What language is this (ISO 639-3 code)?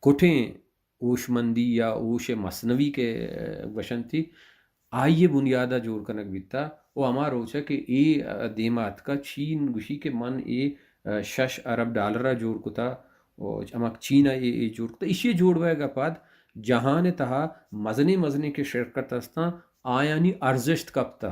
bal